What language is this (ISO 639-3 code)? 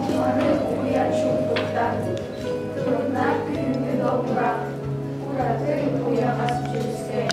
sah